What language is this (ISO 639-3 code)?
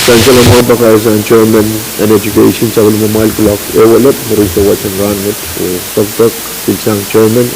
pon